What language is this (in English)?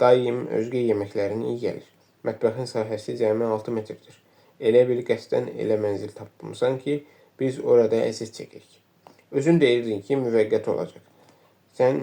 Azerbaijani